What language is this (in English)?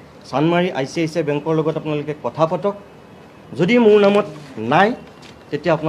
Assamese